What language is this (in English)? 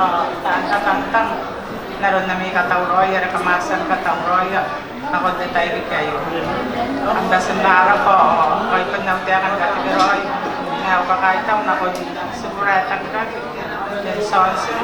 Gilbertese